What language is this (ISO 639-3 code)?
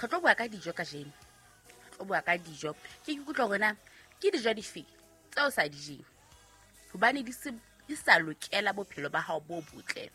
sot